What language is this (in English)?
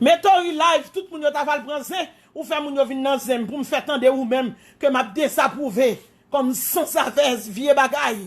Haitian Creole